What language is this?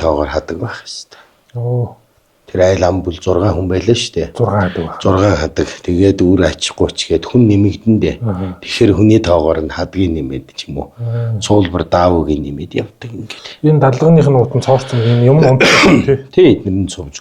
Mongolian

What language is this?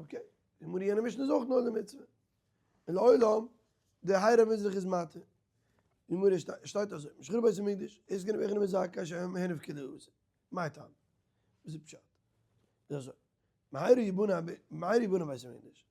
Yiddish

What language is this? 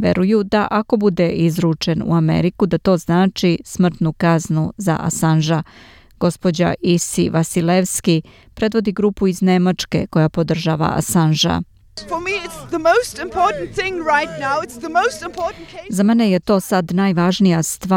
Serbian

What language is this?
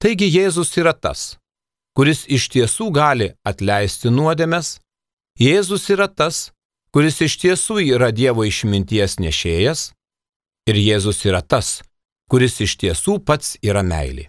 Lithuanian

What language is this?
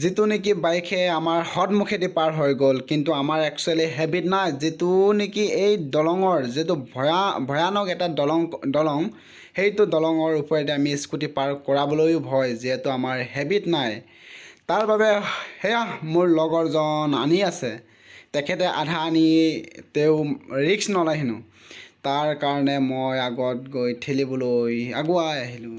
Assamese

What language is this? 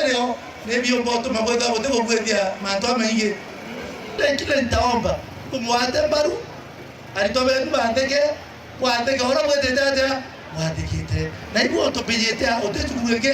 Meru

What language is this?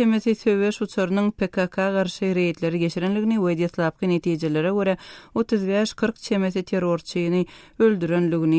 Turkmen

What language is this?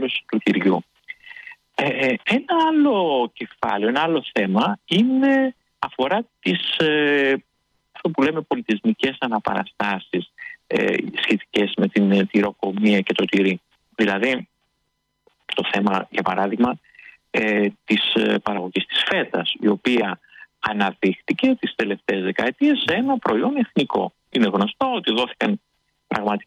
Greek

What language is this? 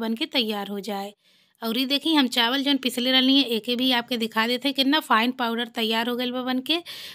Bhojpuri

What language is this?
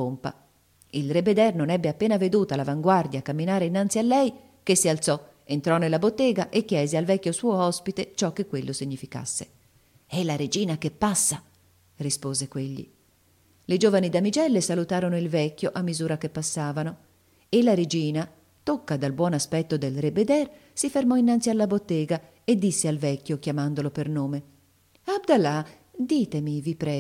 Italian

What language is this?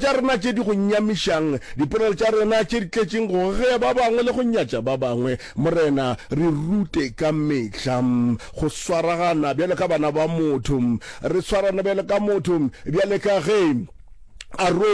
Northern Sotho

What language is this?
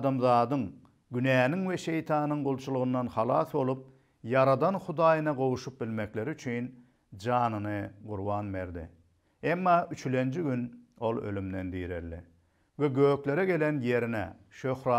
Turkmen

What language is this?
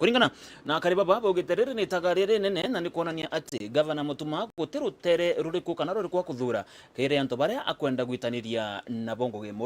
Meru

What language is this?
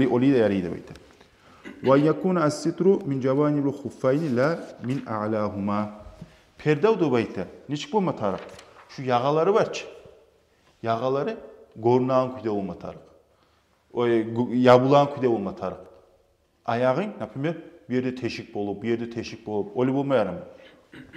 Kumyk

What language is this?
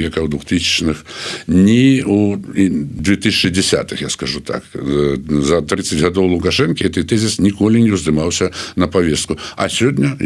Belarusian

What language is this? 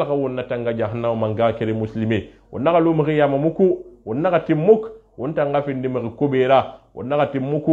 Susu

